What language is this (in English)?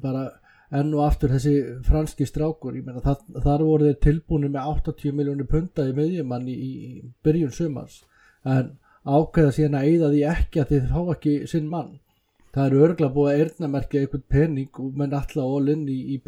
Icelandic